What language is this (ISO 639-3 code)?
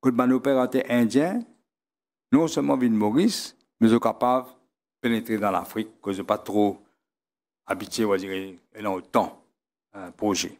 mfe